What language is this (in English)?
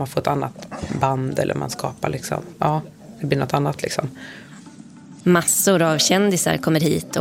Swedish